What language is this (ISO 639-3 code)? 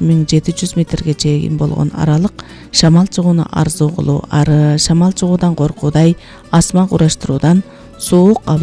kir